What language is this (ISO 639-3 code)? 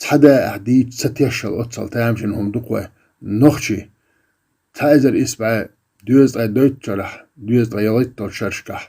che